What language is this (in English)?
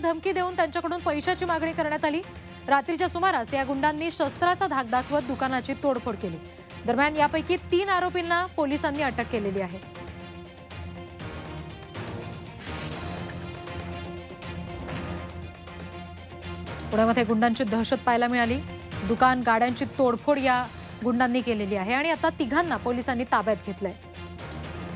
Marathi